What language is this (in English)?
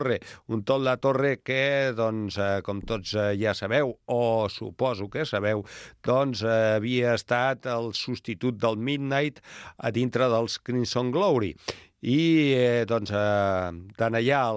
Catalan